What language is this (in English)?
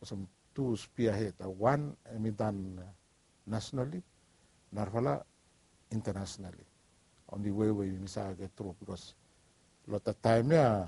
Bislama